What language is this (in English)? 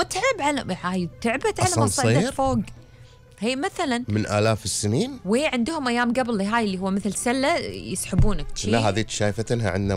Gulf Arabic